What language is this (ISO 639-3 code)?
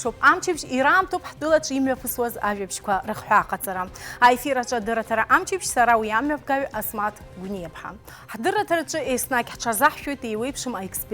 abk